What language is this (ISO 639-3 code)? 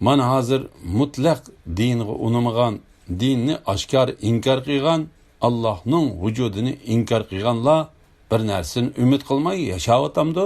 uig